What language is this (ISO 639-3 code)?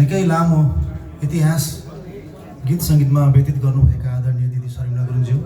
nep